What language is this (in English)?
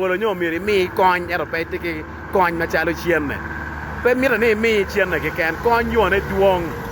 Acoli